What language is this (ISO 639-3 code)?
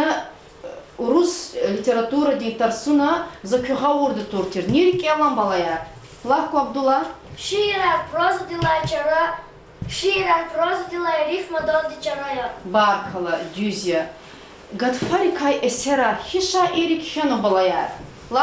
lez